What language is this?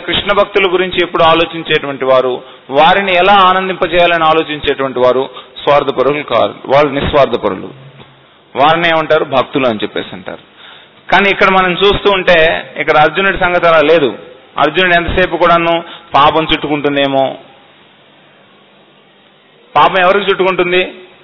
Telugu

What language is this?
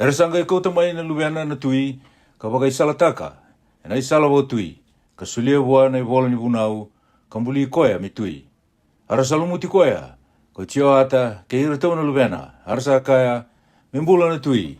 Fijian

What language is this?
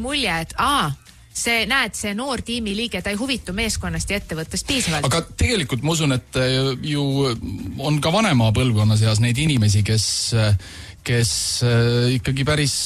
Estonian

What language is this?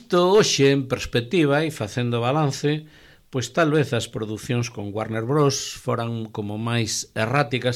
Galician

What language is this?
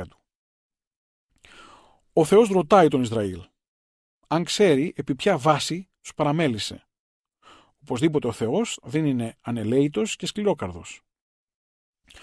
Greek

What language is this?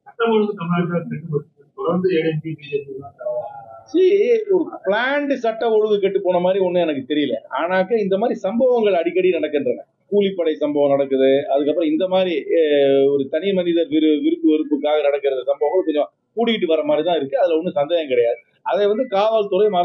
Tamil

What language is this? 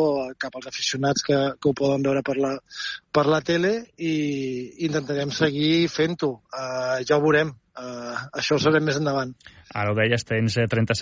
Catalan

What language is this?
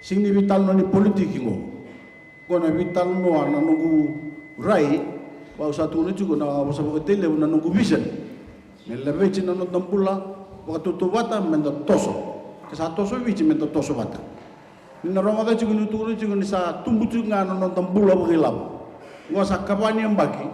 Fijian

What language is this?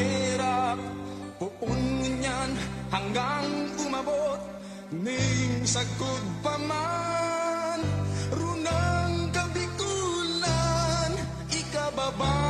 Bikol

